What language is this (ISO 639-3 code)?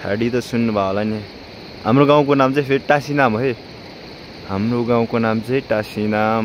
nep